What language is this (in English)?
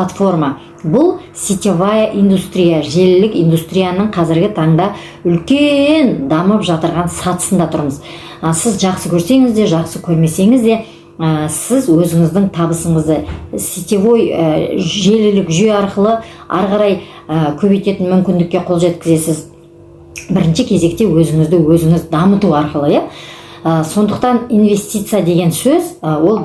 Kazakh